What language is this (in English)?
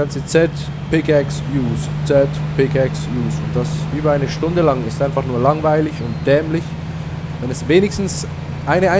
Swiss German